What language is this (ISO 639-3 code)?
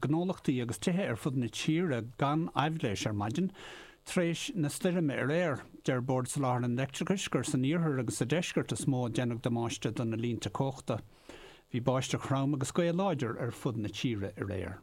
gle